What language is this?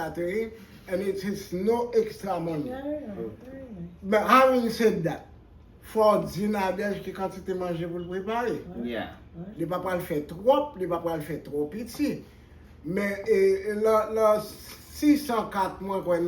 Haitian Creole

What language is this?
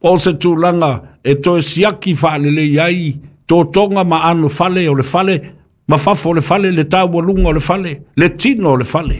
Samoan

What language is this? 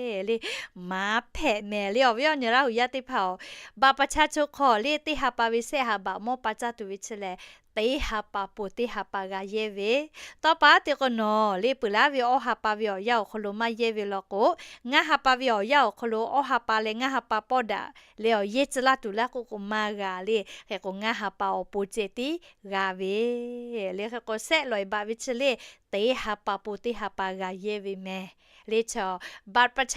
Lahu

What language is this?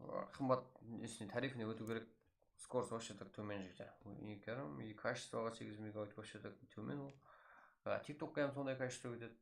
Kara-Kalpak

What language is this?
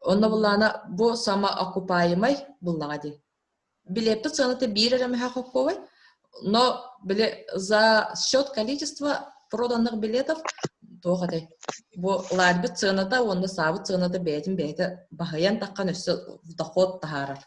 Yakut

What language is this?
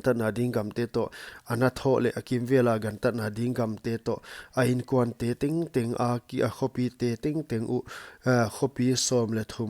Paite Chin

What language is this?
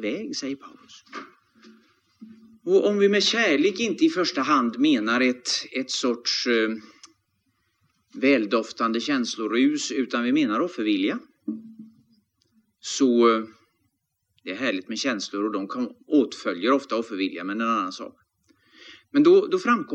Swedish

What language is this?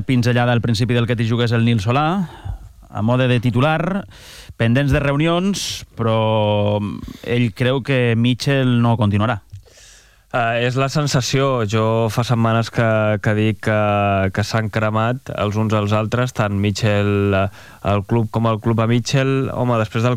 Catalan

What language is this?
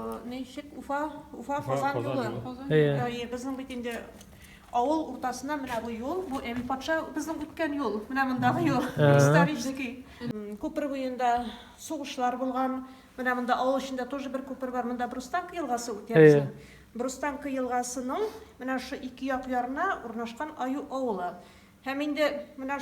Tatar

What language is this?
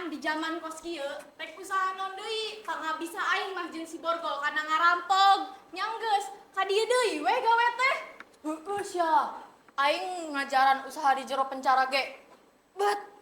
Sundanese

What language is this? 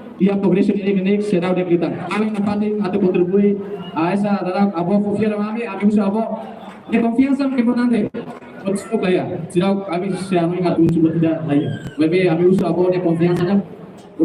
Tetum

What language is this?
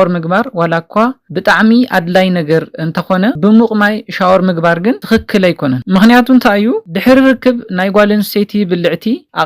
Tigrinya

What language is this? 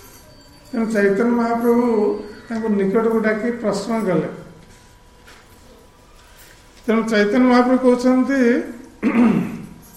Odia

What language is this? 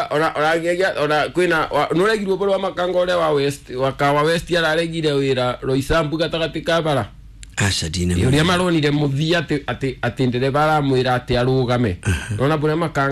Kikuyu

